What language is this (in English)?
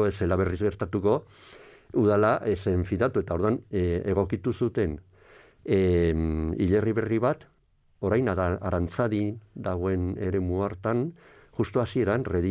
Basque